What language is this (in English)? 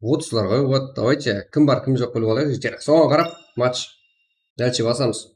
Kara-Kalpak